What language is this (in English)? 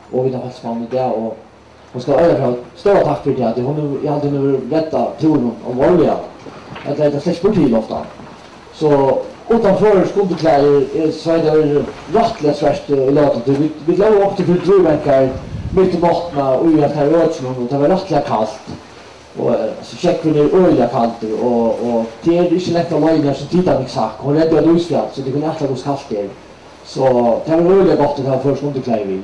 Faroese